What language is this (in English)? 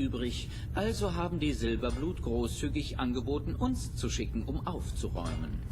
Swiss German